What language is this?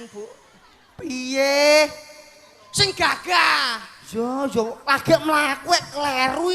Javanese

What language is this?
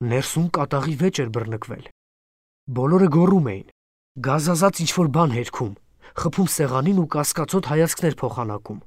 Armenian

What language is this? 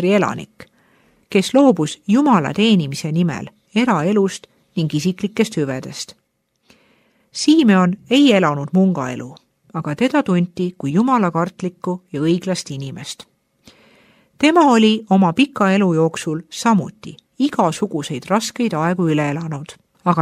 Estonian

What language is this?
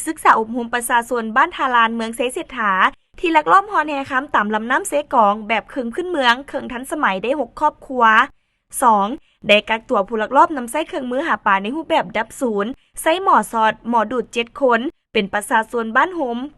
Lao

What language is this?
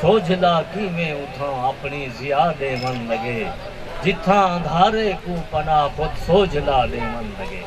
Saraiki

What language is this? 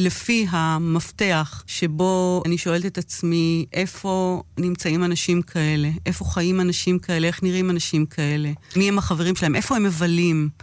Hebrew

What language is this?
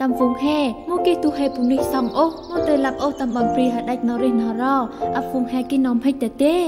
Central Mnong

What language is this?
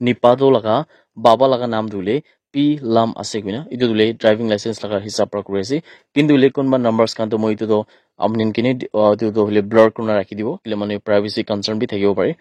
Naga Pidgin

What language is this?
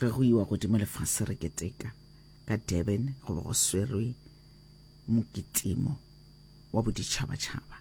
Northern Sotho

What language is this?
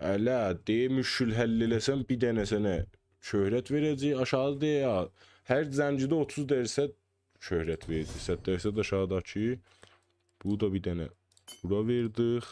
South Azerbaijani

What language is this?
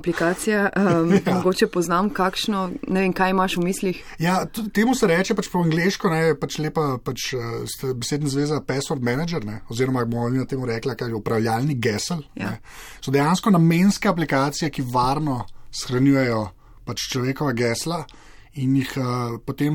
Slovenian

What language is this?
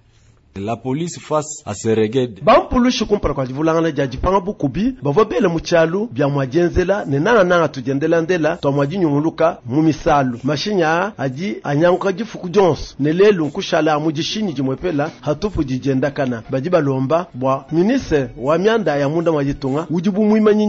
Luba-Lulua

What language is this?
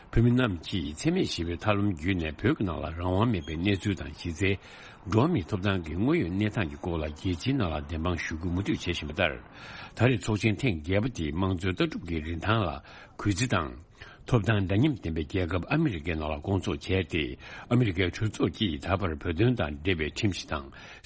Tibetan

